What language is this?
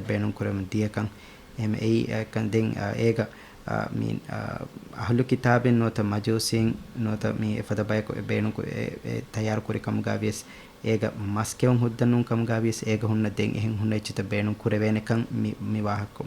Divehi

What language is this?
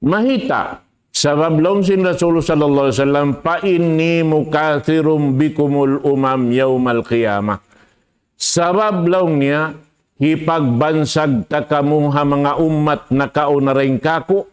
Tausug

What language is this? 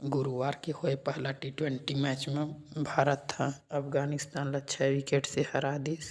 Chhattisgarhi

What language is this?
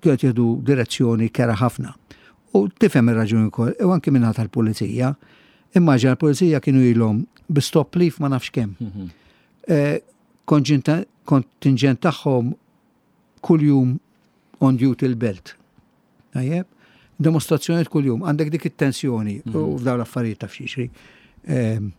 Maltese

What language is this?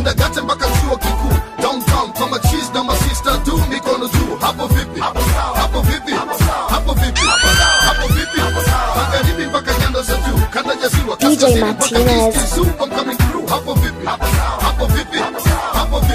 Swahili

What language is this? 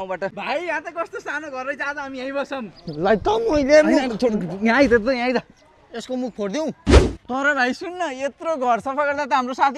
Nepali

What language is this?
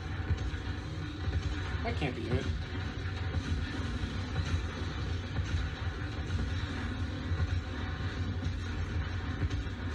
English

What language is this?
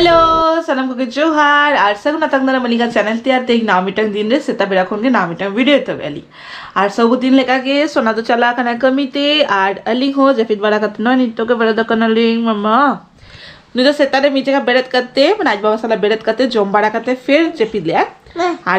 Santali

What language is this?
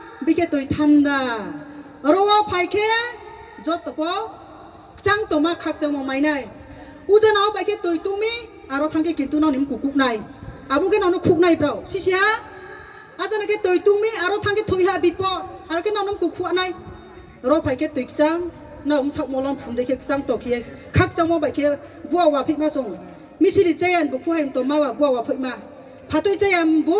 Riang (India)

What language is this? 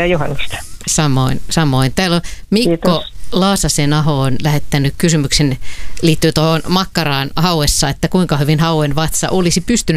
Finnish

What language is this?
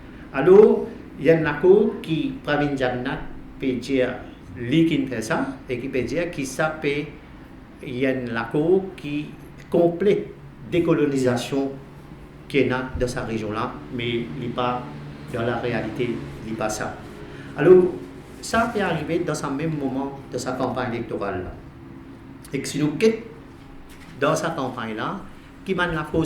Morisyen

